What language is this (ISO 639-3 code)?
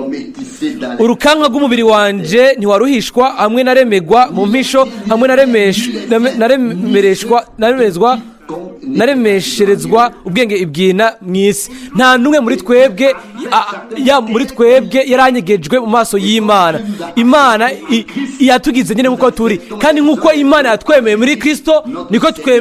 run